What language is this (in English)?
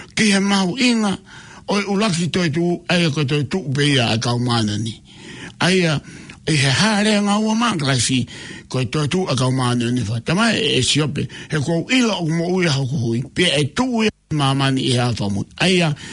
Tongan